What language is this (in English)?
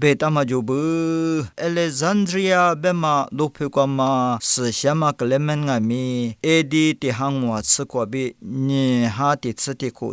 Lisu